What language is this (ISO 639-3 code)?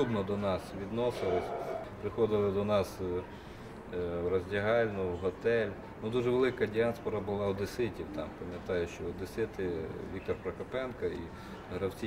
ukr